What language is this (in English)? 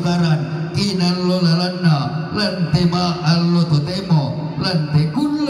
Toraja-Sa'dan